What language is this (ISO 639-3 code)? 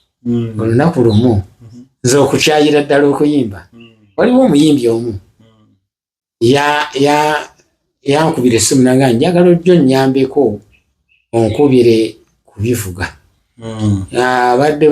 lug